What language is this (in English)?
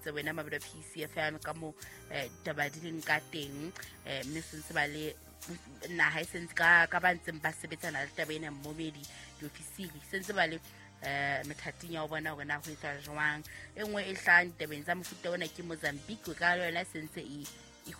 Southern Sotho